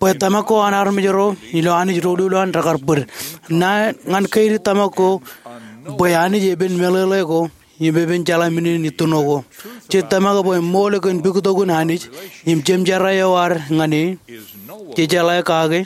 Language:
Marshallese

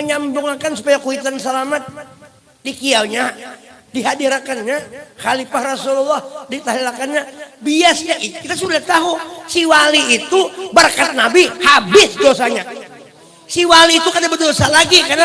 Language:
Banjar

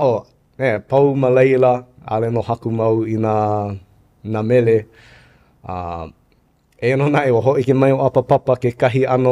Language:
Hawaiian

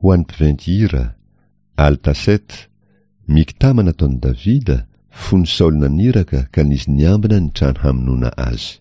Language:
Malagasy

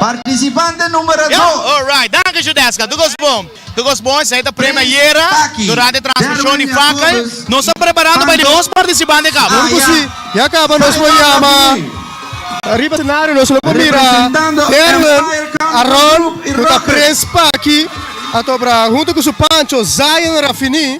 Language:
Papiamento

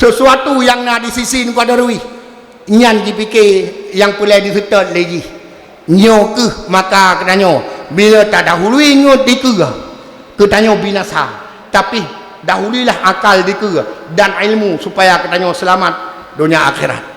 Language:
Achinese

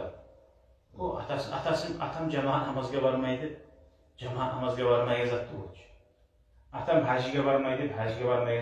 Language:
Kumyk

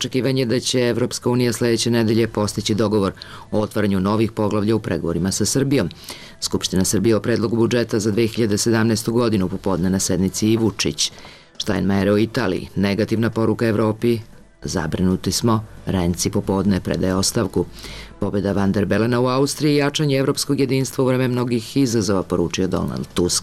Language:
Serbian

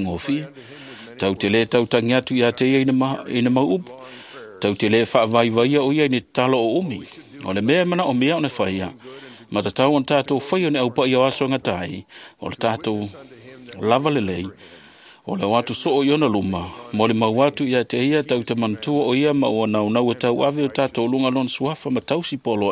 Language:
Samoan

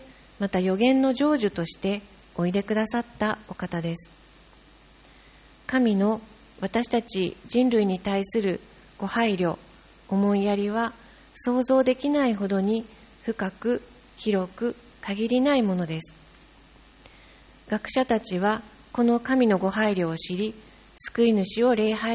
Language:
Japanese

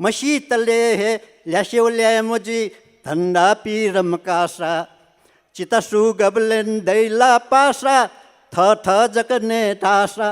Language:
Newari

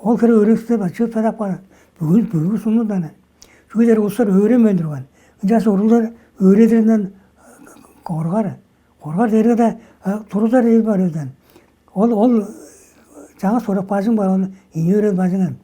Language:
Tuvinian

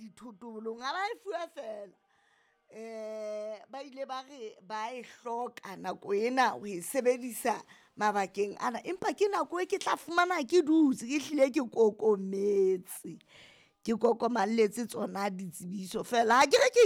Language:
Southern Sotho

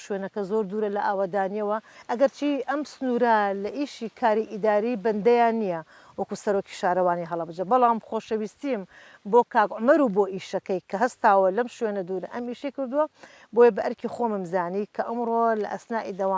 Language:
Central Kurdish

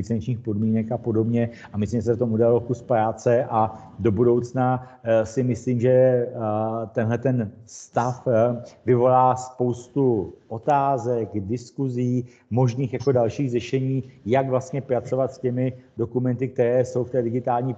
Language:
Czech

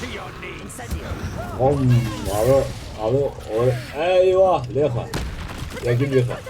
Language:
Kurdish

